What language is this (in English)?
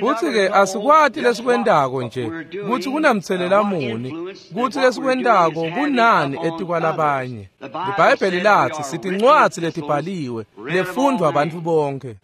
Swati